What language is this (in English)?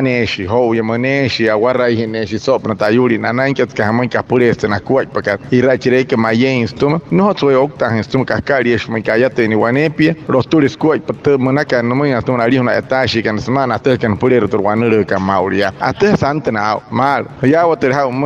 Wayuu